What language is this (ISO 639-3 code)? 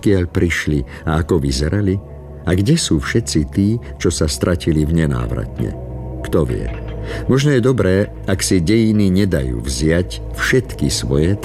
slk